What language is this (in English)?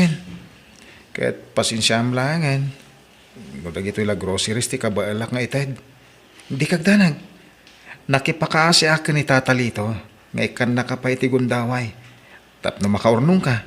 Iloko